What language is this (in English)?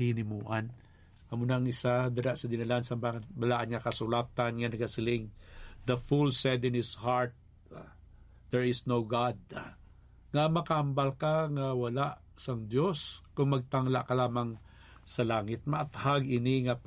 Hiligaynon